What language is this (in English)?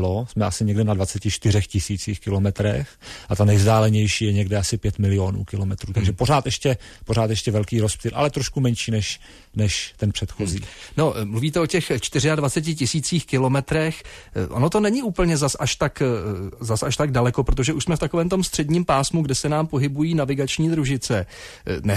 Czech